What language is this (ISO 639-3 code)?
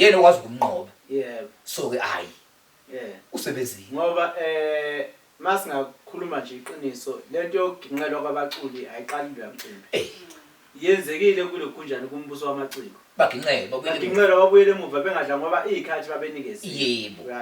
zul